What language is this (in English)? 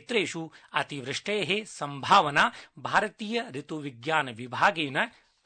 Sanskrit